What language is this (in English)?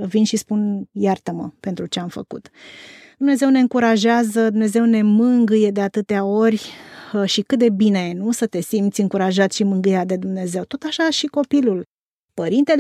Romanian